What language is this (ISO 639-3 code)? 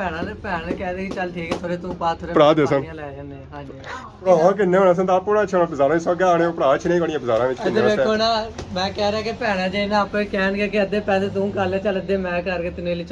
phr